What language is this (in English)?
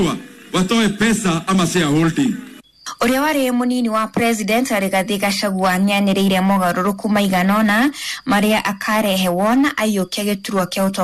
Kikuyu